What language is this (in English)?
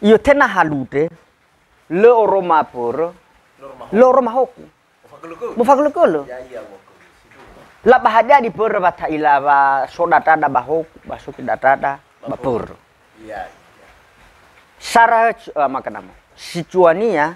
Nias